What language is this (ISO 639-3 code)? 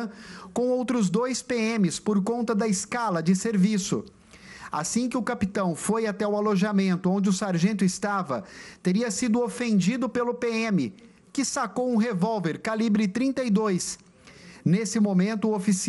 por